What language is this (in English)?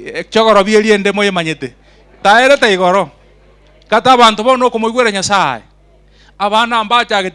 Gusii